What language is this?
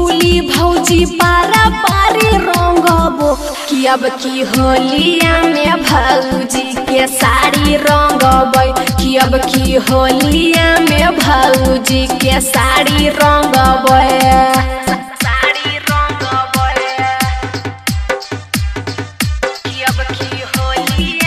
Magahi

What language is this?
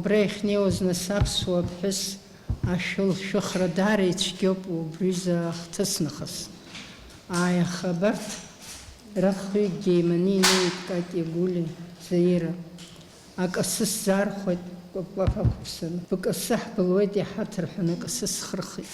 Abkhazian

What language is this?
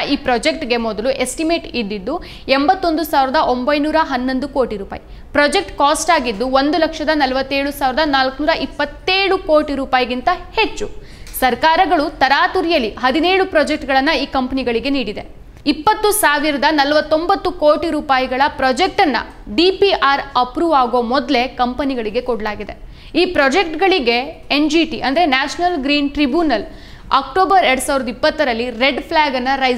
Kannada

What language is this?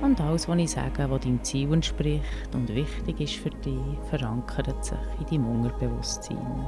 Swiss German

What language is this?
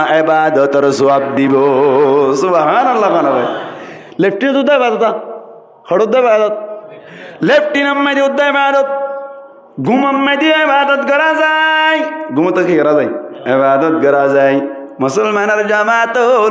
Rohingya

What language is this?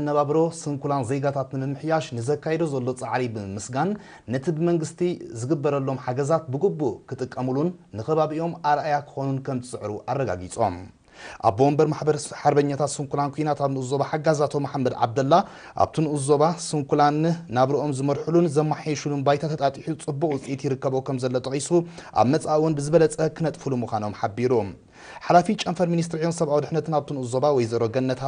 Tigrinya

